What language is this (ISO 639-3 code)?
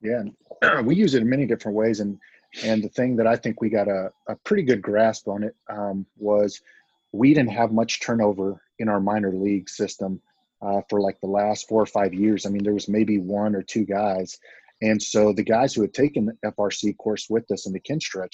eng